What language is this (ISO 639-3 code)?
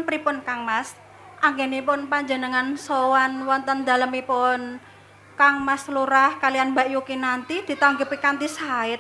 jav